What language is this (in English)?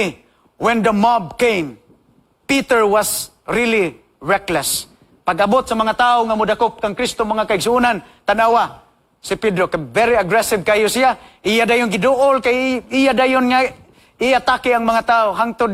Cebuano